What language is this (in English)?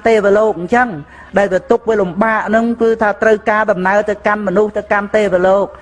Khmer